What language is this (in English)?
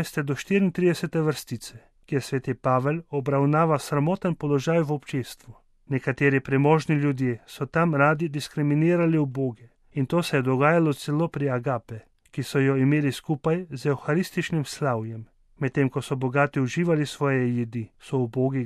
Slovenian